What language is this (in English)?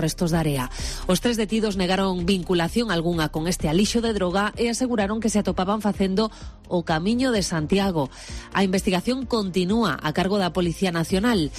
Galician